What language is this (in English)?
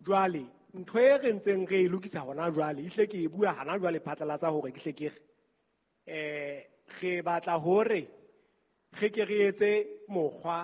Southern Sotho